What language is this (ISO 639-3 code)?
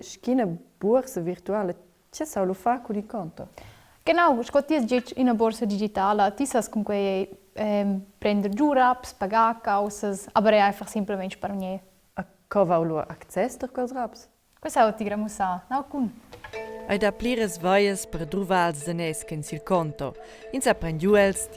roh